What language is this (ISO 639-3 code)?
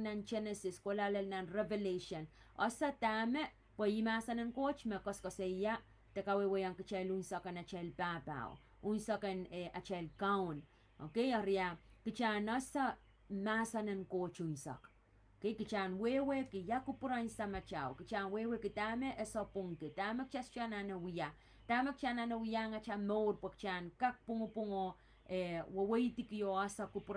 pon